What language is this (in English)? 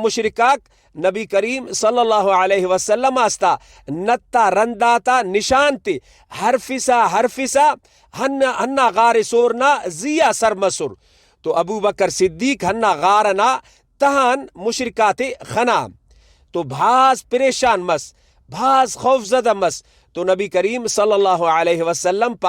Brahui